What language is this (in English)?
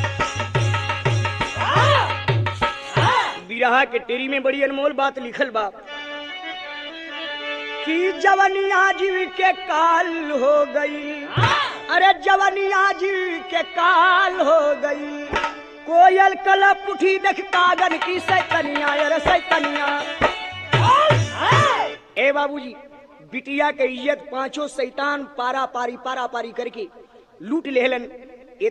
Bhojpuri